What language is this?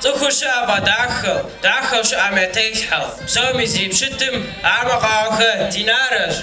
Kabardian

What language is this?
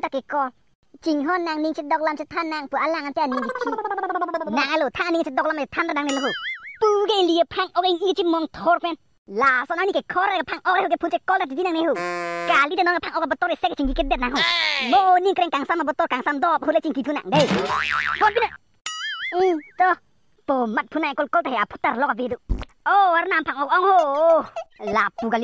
Karbi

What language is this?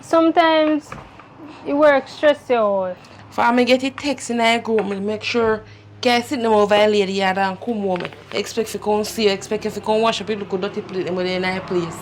Jamaican Creole English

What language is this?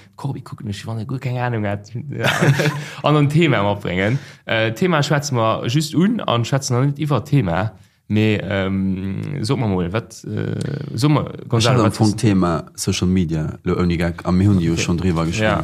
Luxembourgish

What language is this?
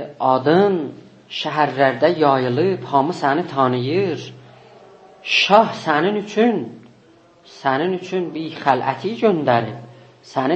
South Azerbaijani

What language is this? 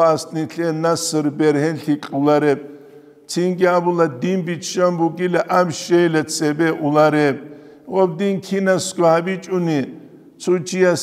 Avaric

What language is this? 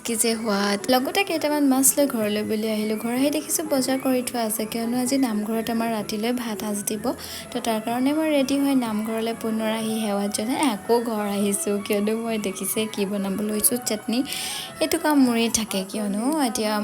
Assamese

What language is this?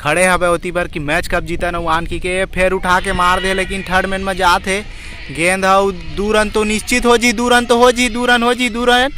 Chhattisgarhi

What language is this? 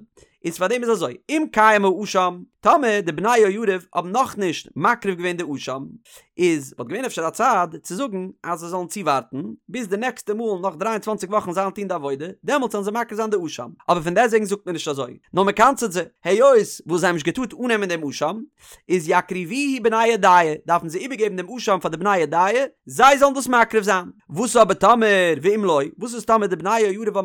Yiddish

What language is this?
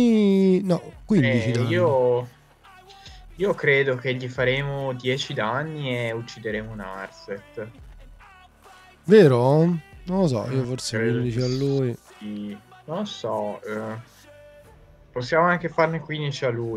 Italian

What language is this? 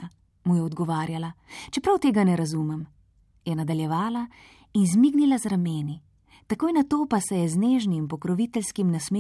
Slovenian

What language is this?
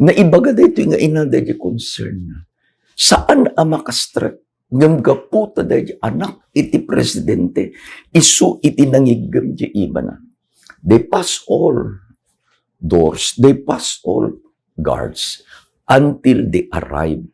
Iloko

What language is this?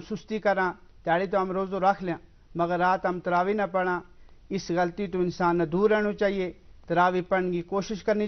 Gujari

